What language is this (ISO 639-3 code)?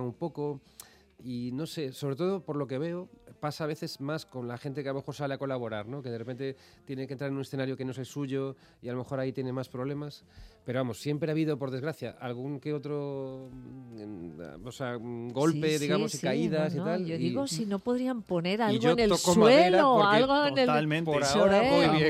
spa